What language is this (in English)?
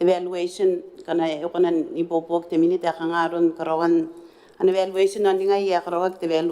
Gilbertese